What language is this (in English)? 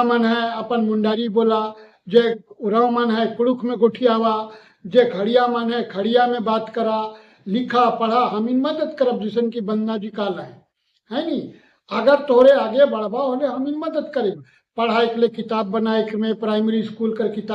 Sadri